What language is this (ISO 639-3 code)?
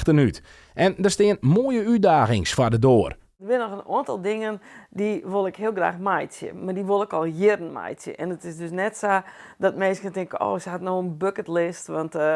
fry